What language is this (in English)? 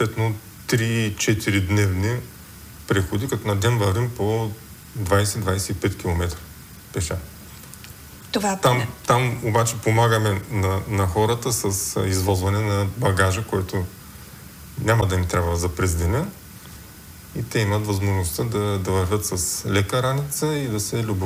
Bulgarian